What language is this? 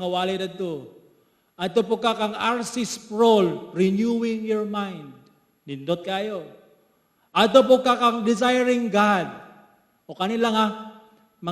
Cebuano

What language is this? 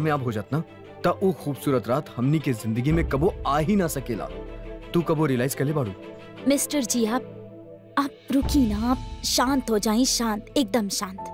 Bhojpuri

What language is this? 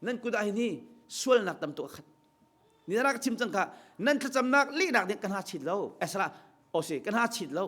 Hakha Chin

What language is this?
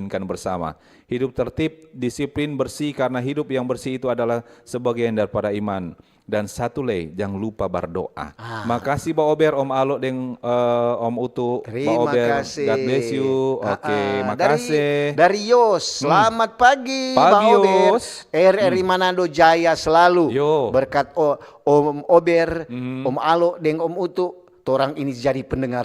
Manado Malay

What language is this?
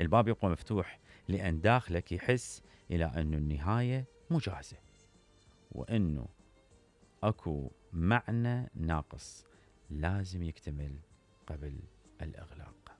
Mesopotamian Arabic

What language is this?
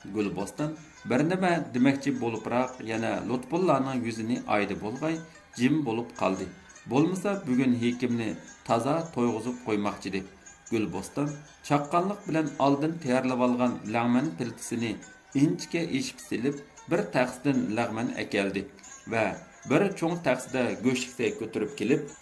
Uyghur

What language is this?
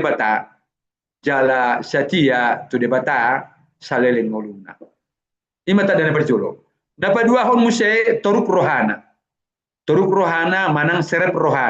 Batak Toba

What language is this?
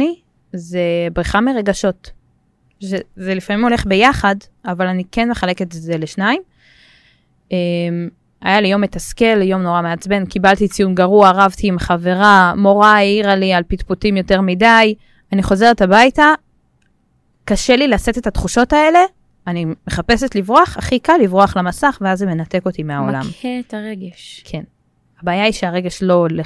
Hebrew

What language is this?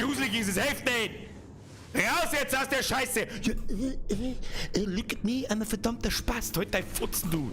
Bavarian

